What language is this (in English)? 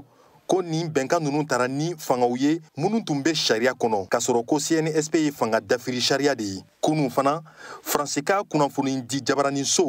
Bambara